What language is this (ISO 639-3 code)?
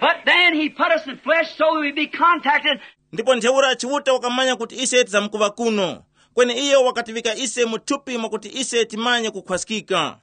tum